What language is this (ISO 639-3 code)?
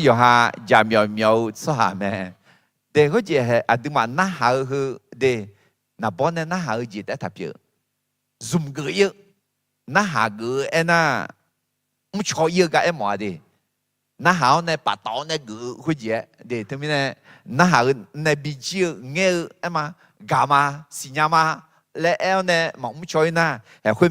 ahk